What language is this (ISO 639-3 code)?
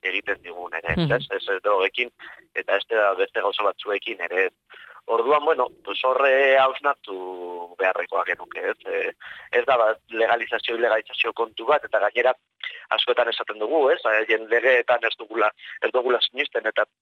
eus